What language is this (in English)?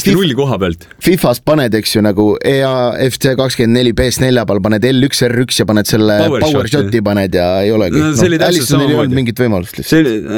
Estonian